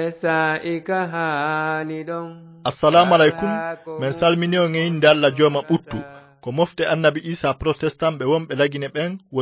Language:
Fula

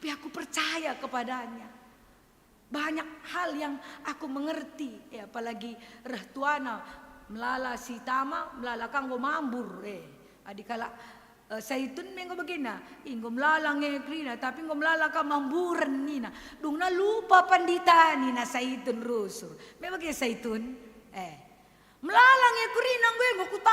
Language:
Batak Karo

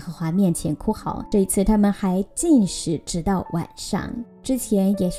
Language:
Chinese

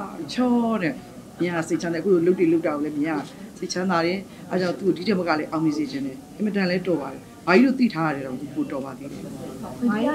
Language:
Burmese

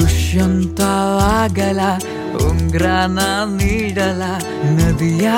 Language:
Kannada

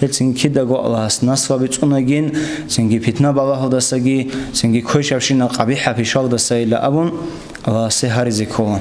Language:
Avaric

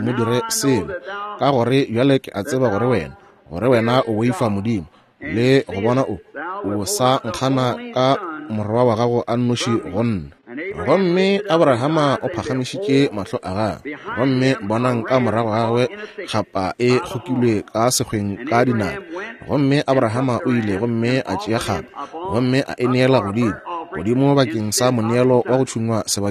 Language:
Northern Sotho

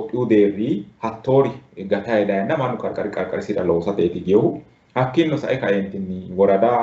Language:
Sidamo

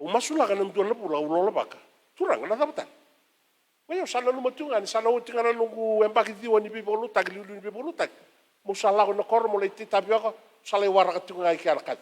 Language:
Fijian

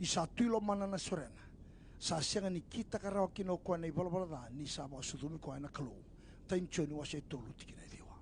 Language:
Fijian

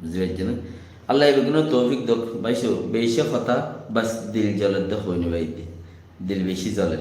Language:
Rohingya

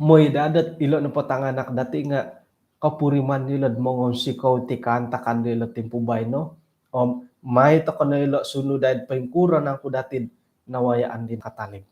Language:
Central Dusun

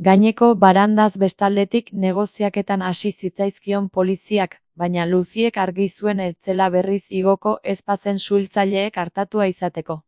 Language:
Basque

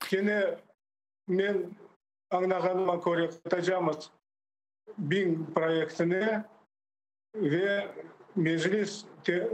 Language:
Crimean Tatar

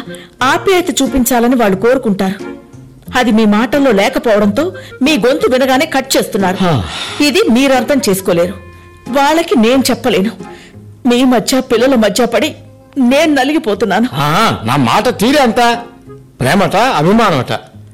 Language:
Telugu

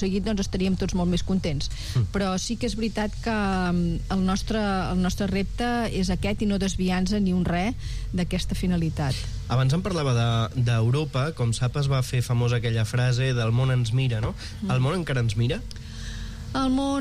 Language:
Catalan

